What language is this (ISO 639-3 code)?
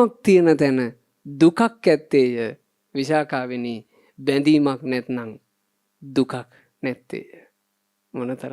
sin